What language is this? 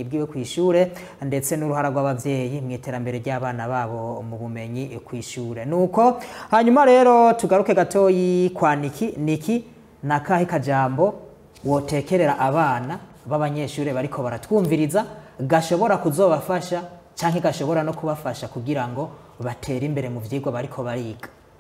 Rundi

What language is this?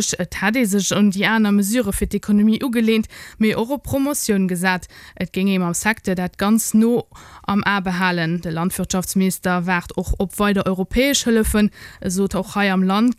Luxembourgish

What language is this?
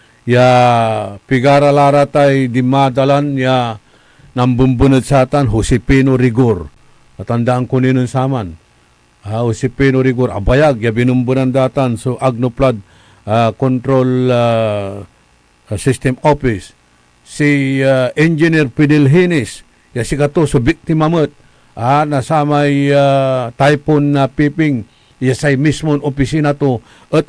Pangasinan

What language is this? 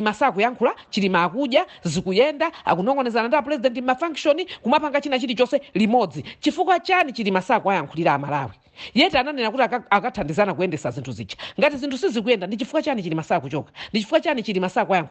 Nyanja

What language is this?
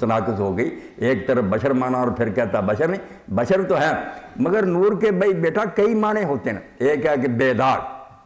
Urdu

